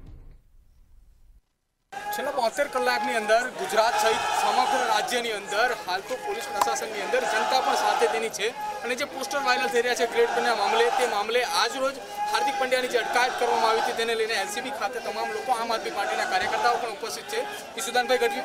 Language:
Gujarati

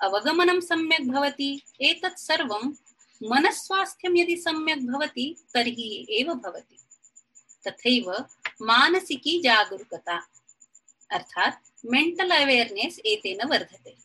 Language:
Sanskrit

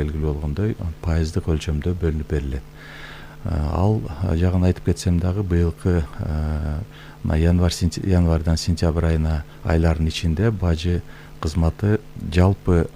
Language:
Kyrgyz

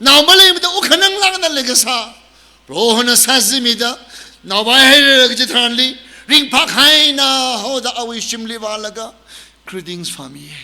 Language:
Tangkhul Naga (India)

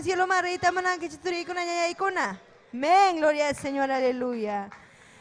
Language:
Ayacucho Quechua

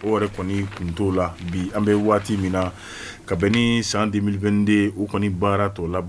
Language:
Bambara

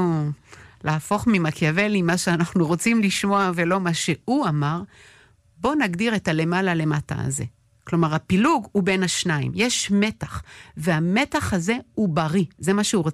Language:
Hebrew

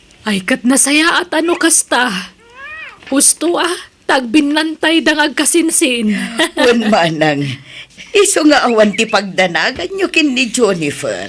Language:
Iloko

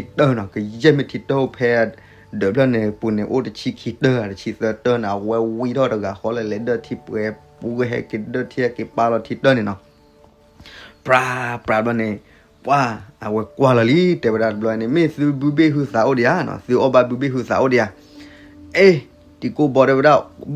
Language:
S'gaw Karen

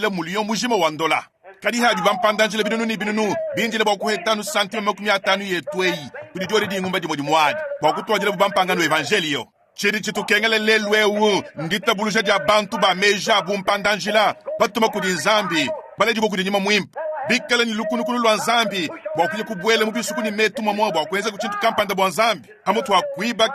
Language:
Luba-Lulua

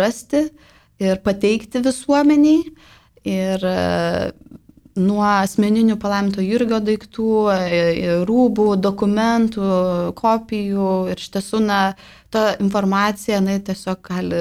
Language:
Lithuanian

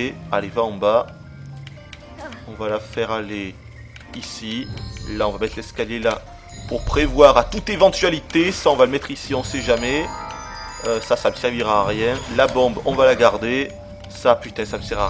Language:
French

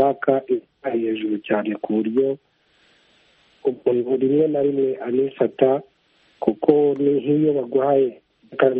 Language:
Kinyarwanda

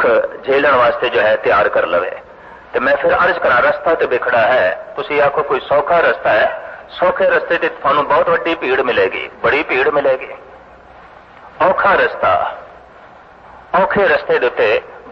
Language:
Punjabi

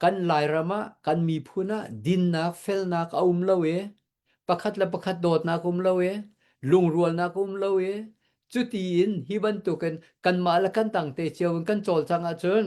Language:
Hakha Chin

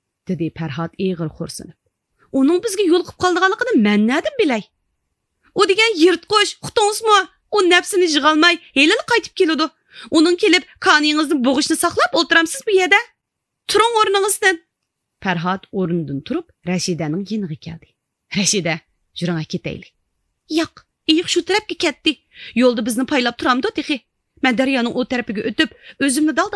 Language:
Uyghur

